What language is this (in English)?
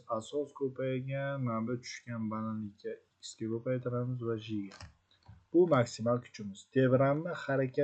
Uzbek